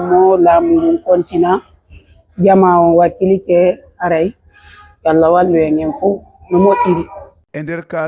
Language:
Fula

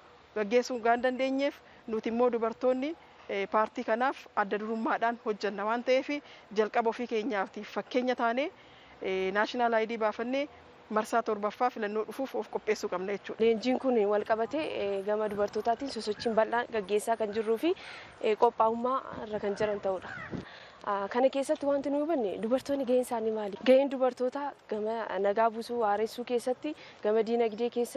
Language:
Oromo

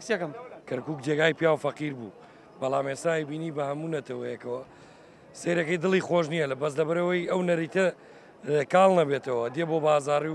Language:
Central Kurdish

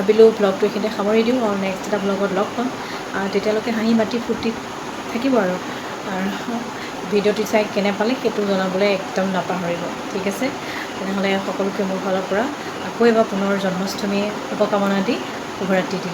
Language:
Assamese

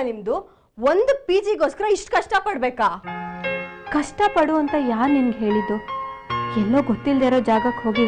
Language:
Kannada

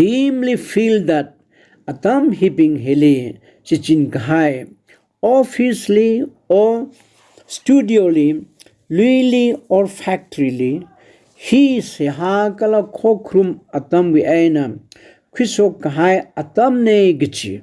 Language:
Tangkhul Naga (India)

